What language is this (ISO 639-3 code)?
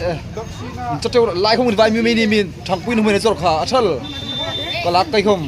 hmr